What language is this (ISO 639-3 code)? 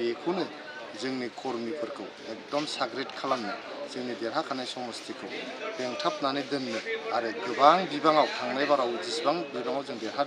brx